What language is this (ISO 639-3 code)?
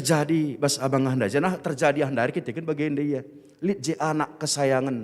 btx